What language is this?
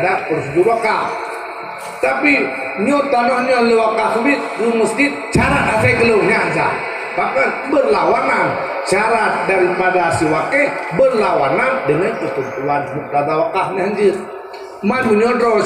Achinese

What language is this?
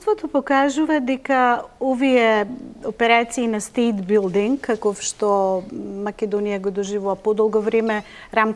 Macedonian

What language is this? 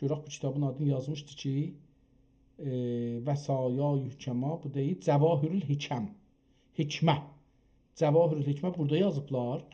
South Azerbaijani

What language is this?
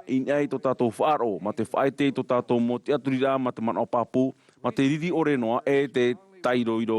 Tahitian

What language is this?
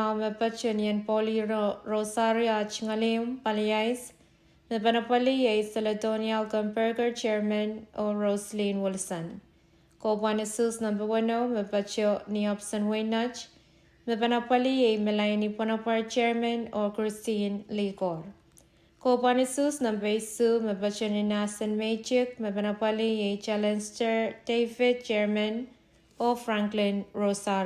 Pohnpeian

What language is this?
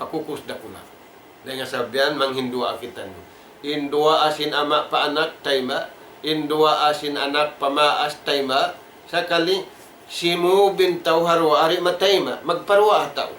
Tausug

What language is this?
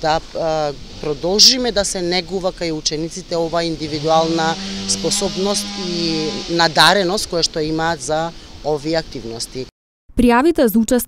Macedonian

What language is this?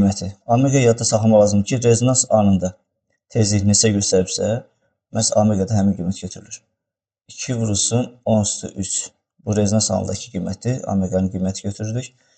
Azerbaijani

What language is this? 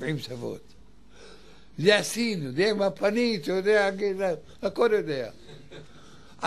Hebrew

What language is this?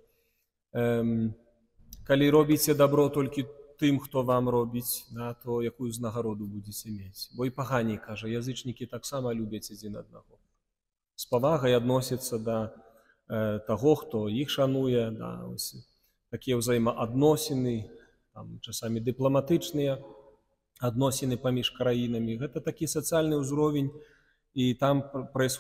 Belarusian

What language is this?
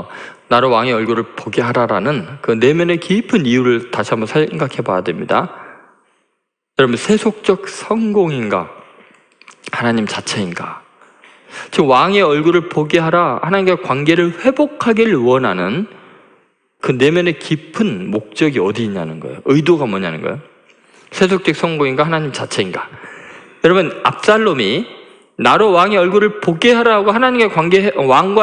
Korean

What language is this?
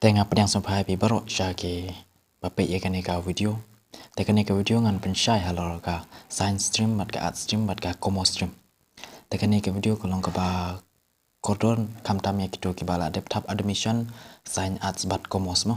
Khasi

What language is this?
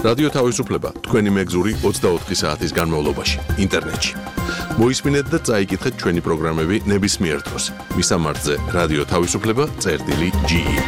Georgian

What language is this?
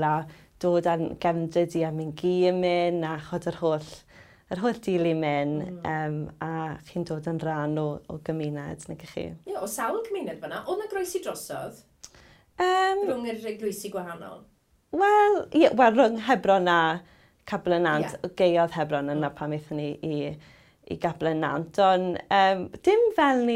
Welsh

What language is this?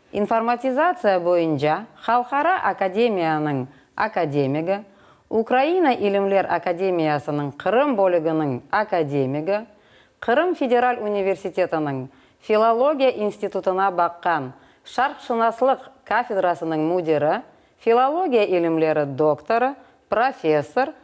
Crimean Tatar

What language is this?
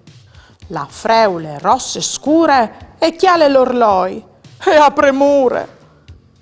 Friulian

